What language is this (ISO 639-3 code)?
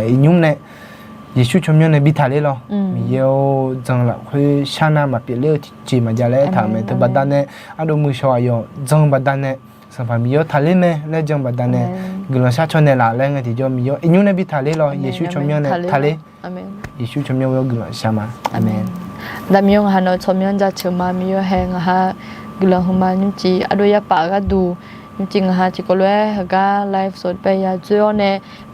ahk